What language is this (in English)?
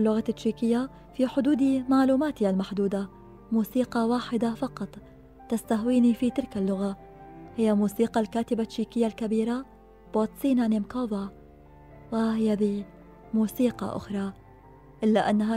Arabic